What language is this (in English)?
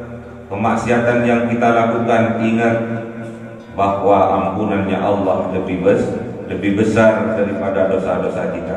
Indonesian